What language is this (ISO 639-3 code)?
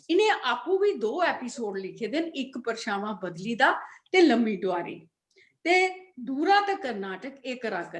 doi